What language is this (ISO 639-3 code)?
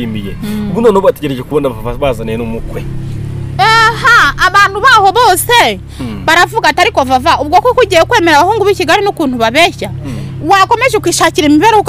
kin